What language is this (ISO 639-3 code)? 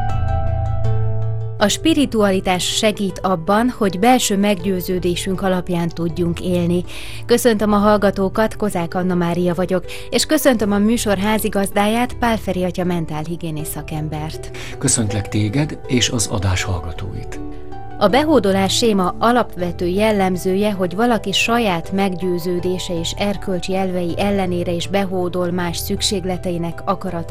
hun